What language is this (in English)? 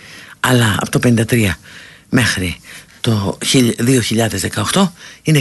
Greek